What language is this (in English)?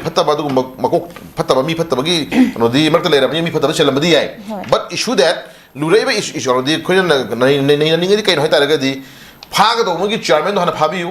Manipuri